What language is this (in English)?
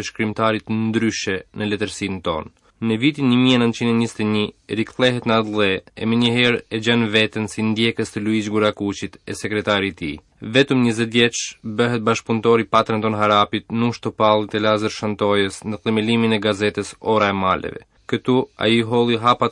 Albanian